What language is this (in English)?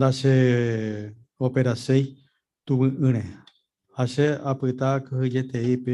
Guarani